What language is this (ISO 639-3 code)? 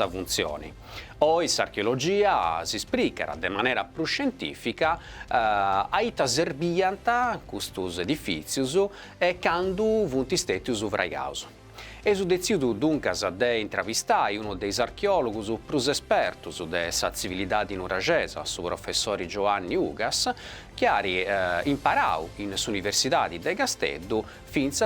srd